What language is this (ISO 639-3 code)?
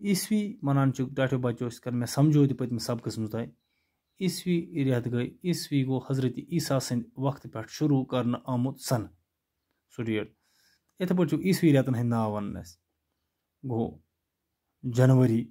kas